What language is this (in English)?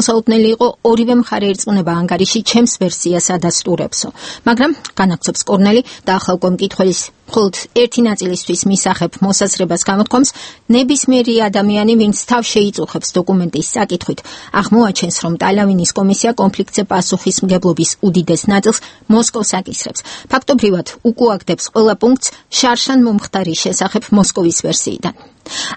Georgian